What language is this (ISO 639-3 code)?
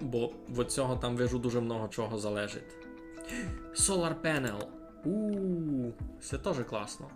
rue